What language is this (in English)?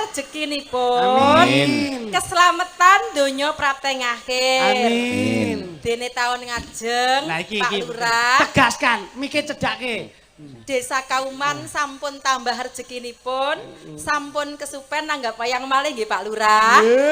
Javanese